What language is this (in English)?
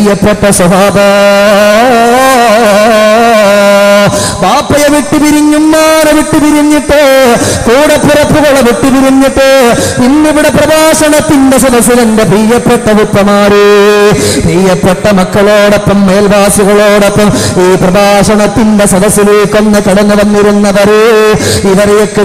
Malayalam